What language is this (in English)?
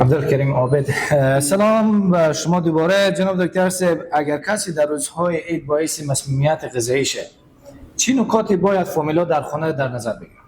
Persian